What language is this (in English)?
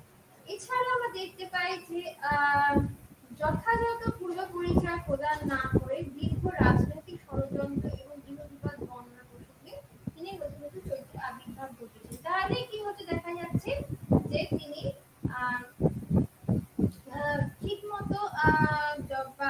Bangla